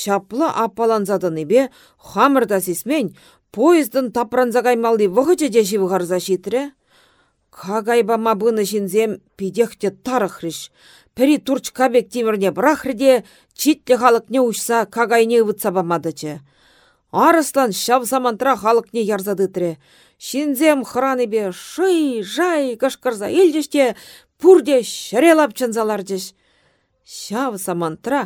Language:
Chuvash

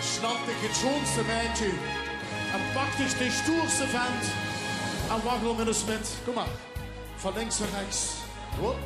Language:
Limburgish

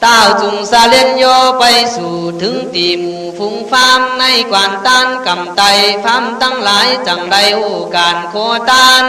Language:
Khün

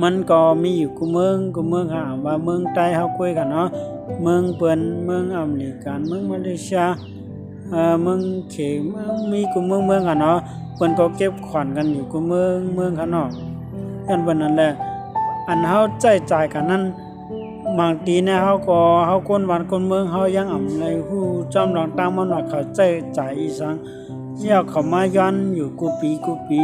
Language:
Shan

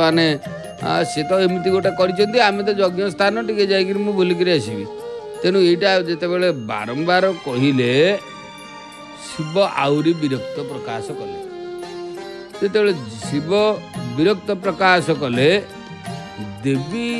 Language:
Odia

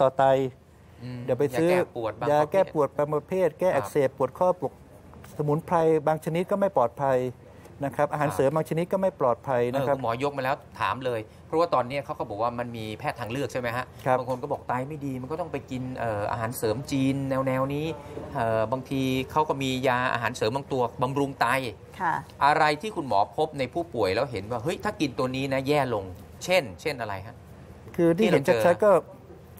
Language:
Thai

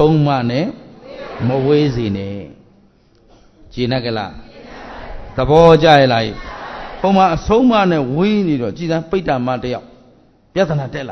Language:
Burmese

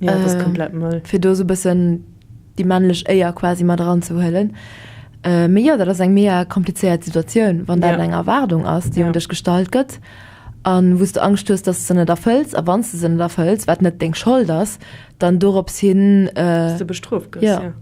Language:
Luxembourgish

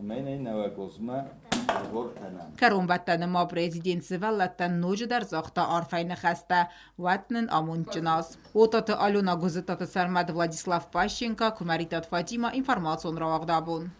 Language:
Ossetic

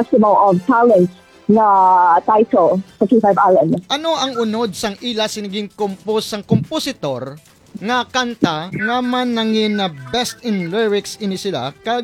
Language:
Hiligaynon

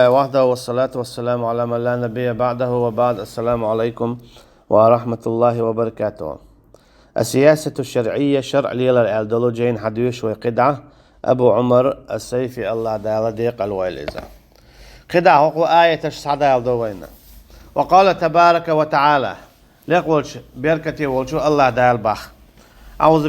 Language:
Chechen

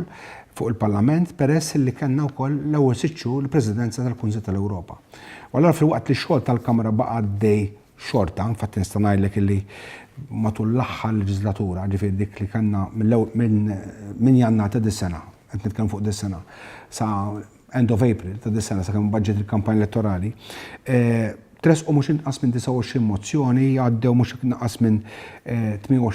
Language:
Maltese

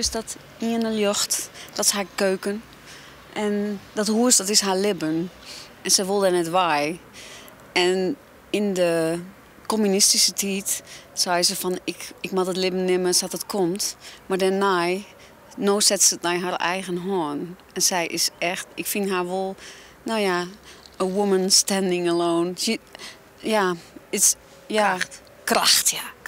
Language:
Western Frisian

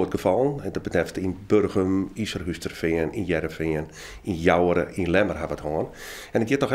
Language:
Western Frisian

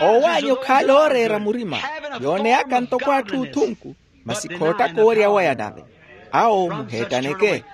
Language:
Makhuwa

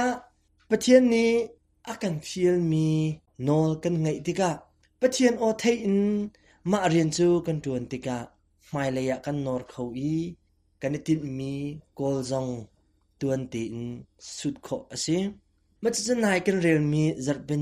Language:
Hakha Chin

